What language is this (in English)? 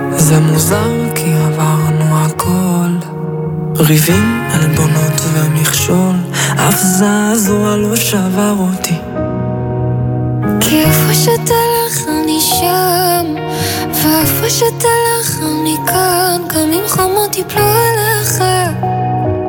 Hebrew